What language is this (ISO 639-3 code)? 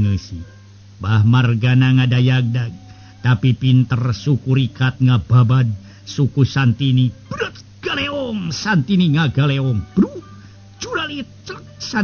sun